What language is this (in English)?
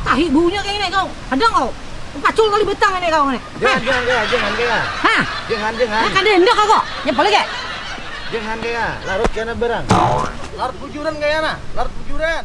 Banjar